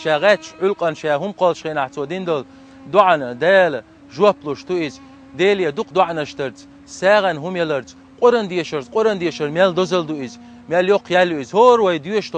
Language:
Chechen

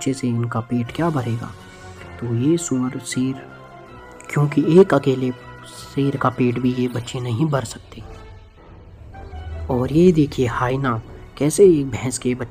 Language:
Hindi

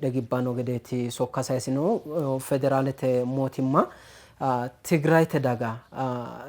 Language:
Sidamo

